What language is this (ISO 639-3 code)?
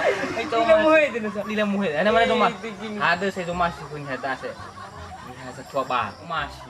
nia